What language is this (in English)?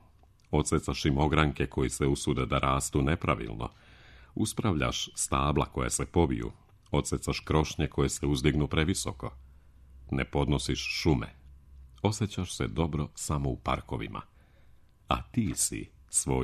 Serbian